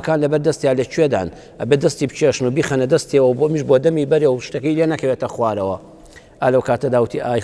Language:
Central Kurdish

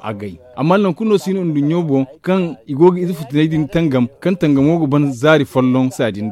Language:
Zarma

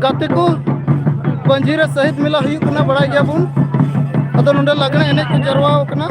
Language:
Santali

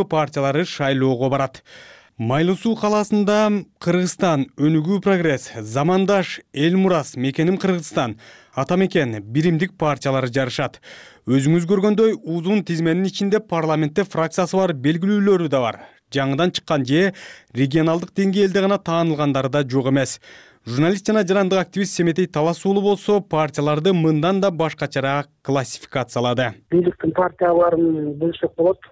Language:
Kyrgyz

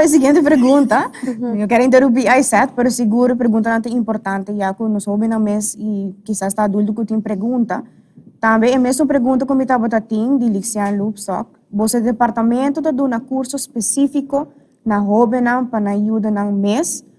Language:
Papiamento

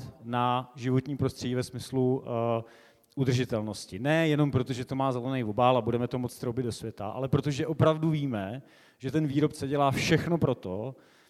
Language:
Czech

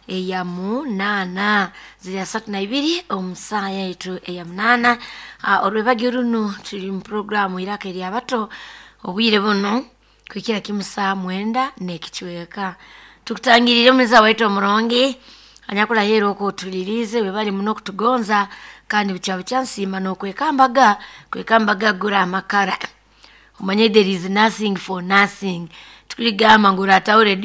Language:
Nyoro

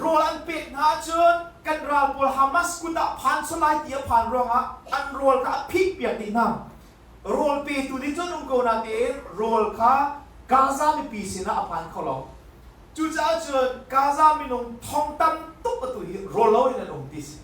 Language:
Hakha Chin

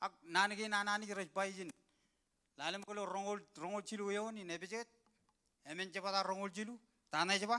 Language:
Marshallese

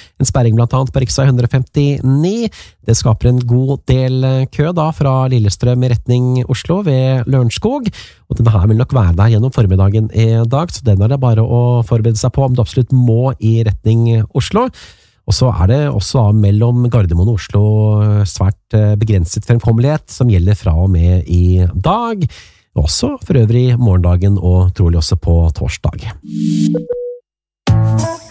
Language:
Norwegian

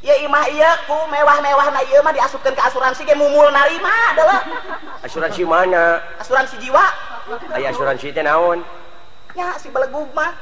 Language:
Sundanese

